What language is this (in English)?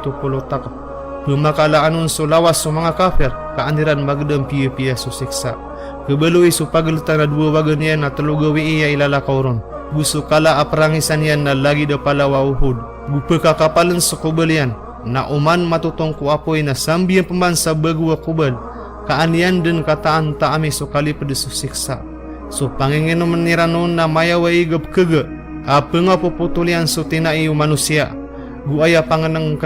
Maranao